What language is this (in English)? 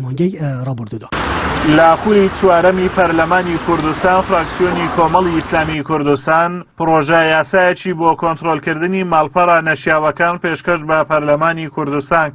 Central Kurdish